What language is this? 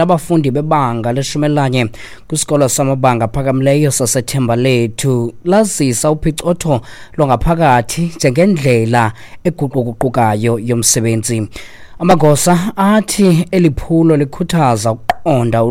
Xhosa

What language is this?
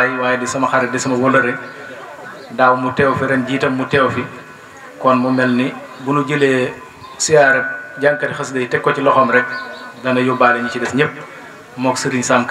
Wolof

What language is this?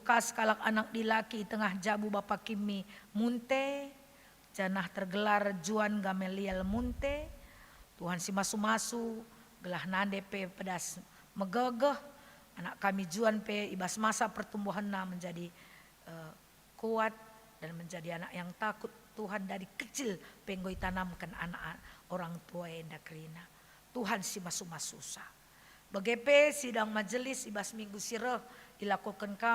Batak Karo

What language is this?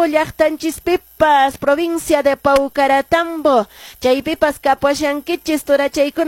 Quechua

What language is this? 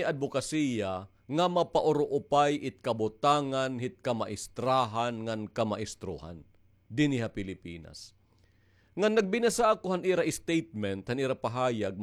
Waray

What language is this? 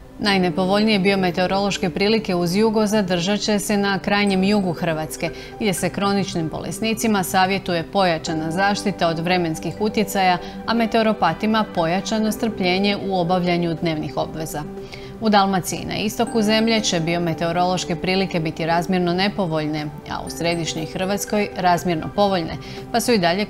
Croatian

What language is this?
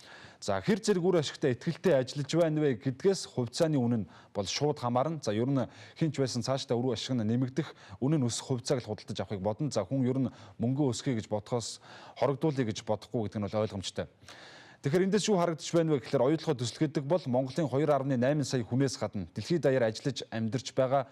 Mongolian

